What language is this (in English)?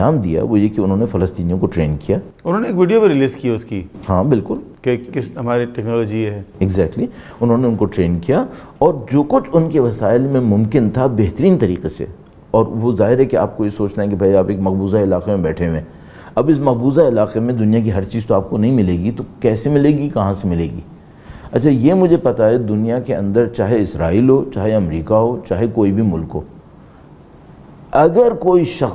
Urdu